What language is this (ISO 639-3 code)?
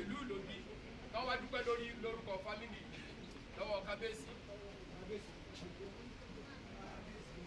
yor